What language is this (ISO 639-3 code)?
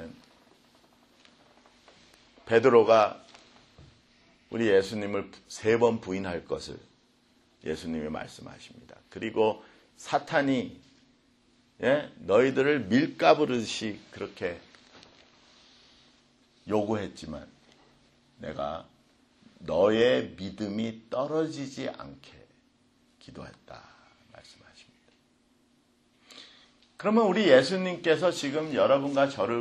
kor